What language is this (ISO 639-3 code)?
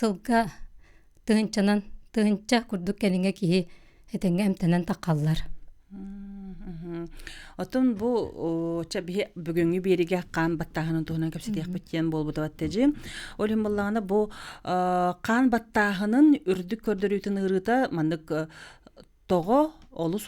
sah